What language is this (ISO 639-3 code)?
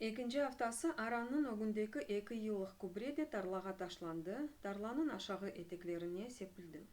crh